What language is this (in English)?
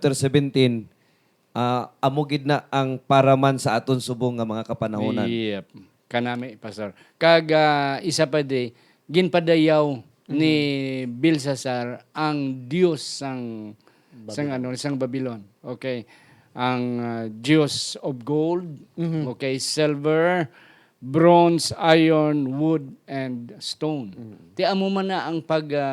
Hiligaynon